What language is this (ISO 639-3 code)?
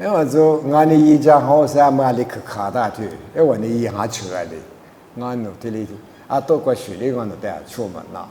lis